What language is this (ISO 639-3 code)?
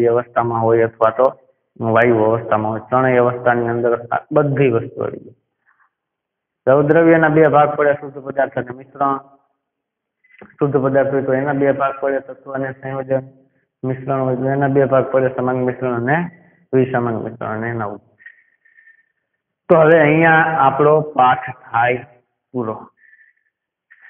guj